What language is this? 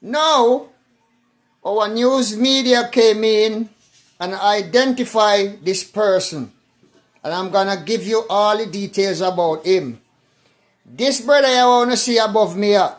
Jamaican Creole English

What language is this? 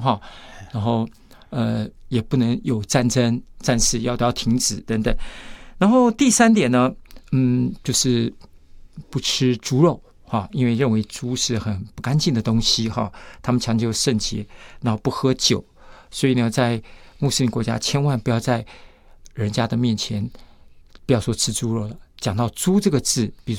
Chinese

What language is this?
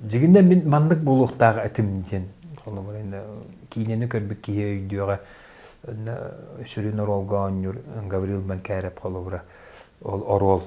Yakut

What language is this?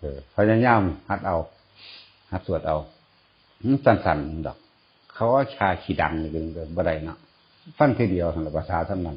Northeastern Thai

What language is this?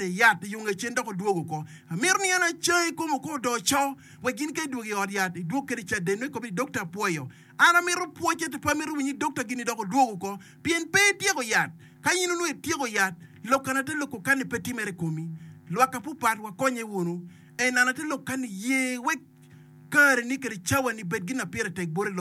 Acoli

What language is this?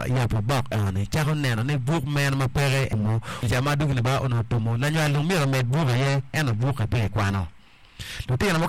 Acoli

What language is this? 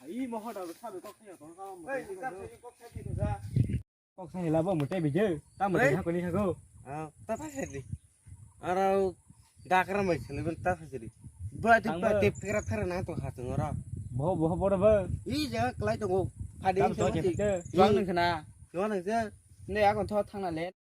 Kok Borok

